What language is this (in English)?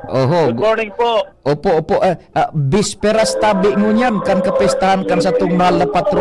Bikol